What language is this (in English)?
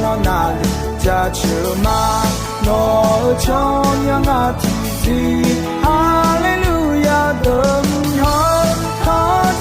Akha